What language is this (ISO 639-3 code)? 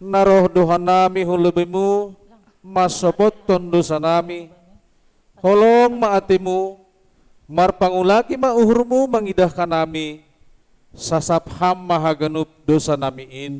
bts